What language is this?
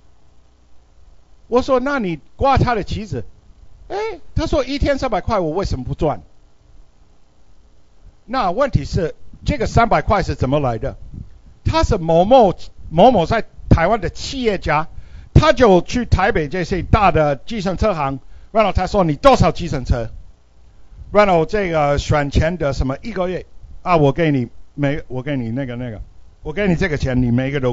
Chinese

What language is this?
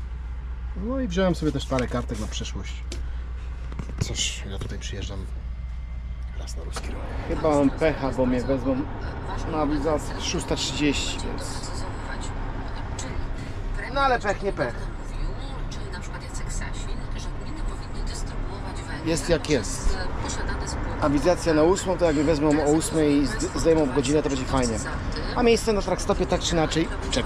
Polish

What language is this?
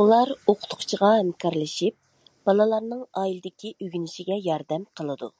Uyghur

